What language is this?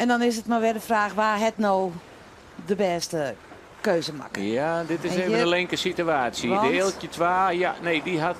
Western Frisian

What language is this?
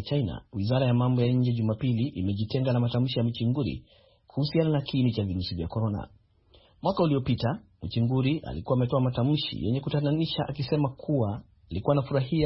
Swahili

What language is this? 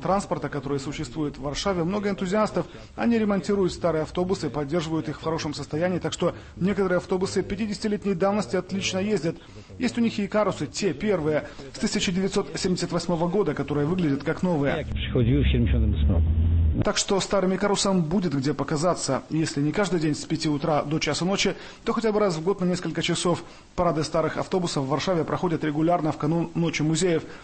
Russian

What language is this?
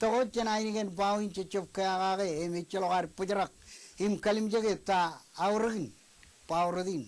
Marshallese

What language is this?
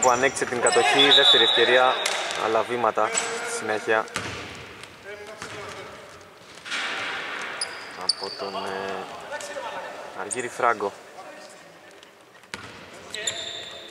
Greek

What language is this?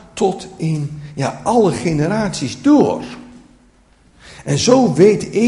Dutch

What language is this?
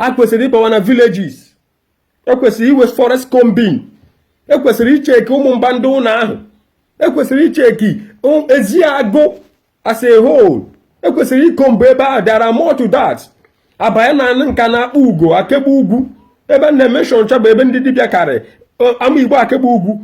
Igbo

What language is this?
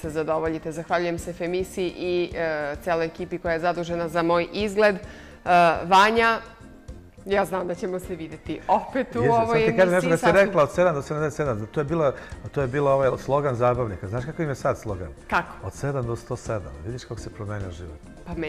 Serbian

